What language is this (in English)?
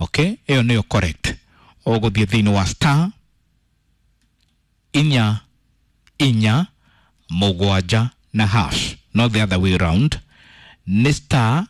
Kikuyu